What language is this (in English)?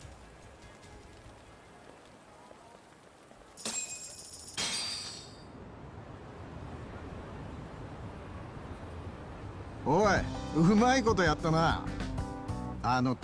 Japanese